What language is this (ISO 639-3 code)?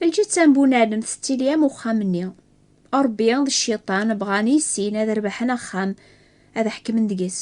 kab